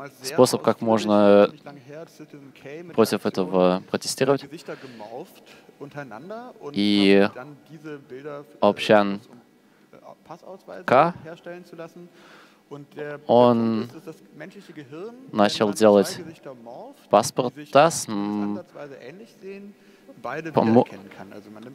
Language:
Russian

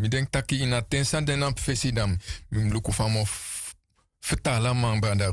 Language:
Sranan Tongo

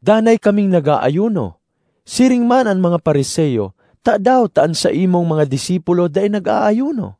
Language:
Bikol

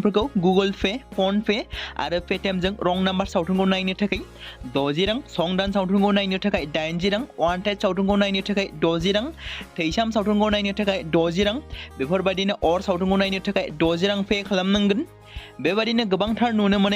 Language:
Bodo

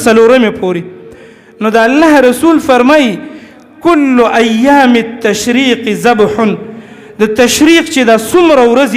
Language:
Pashto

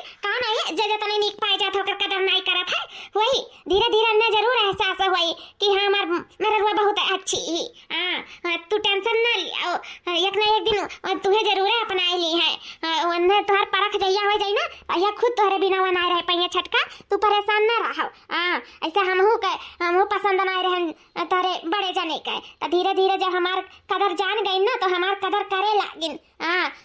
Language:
Awadhi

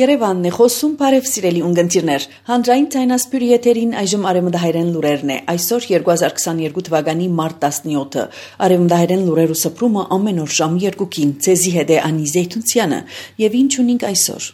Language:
Armenian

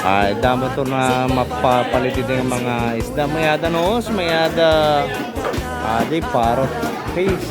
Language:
Waray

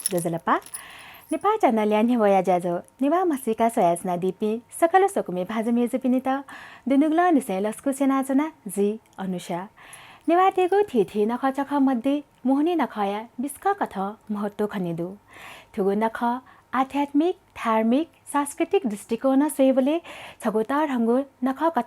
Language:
Newari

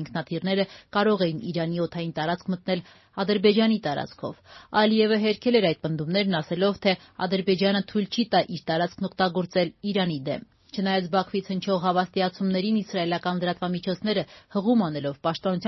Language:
Armenian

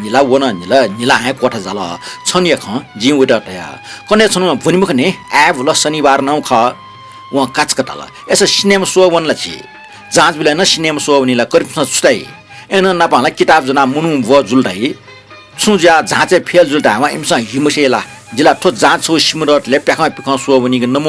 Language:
Newari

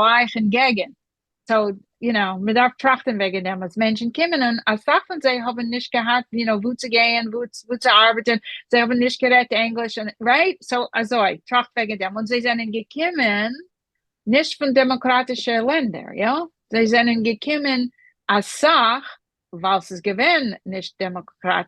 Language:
Yiddish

